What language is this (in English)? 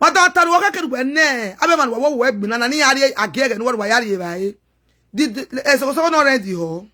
Nigerian Pidgin